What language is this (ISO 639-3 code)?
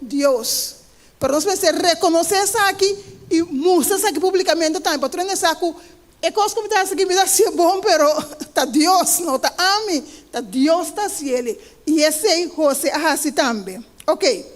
pap